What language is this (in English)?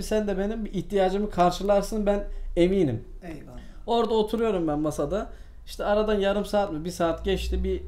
Turkish